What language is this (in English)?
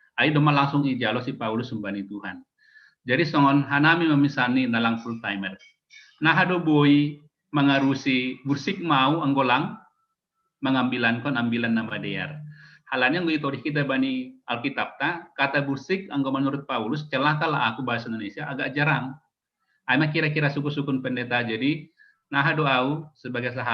Batak Simalungun